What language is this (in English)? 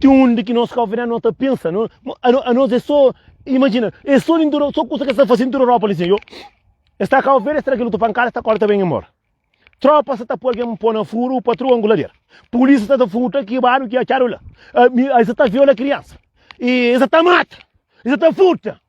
Kabuverdianu